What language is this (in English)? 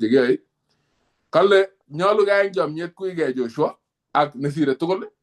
Kalenjin